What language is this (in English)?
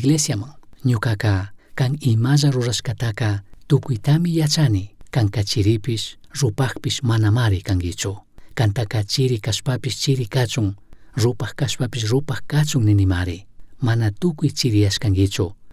Chimborazo Highland Quichua